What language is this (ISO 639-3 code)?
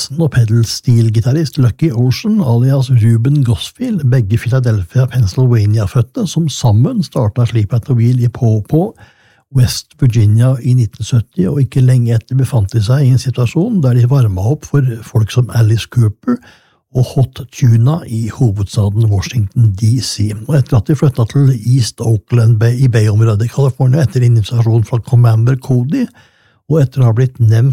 nor